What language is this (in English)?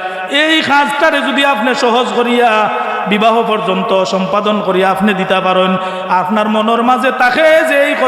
Sylheti